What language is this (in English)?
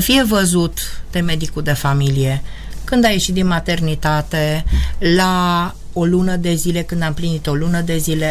Romanian